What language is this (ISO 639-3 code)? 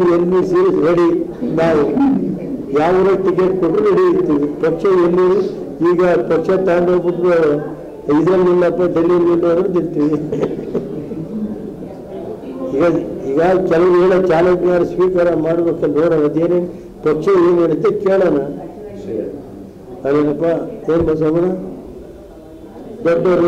kan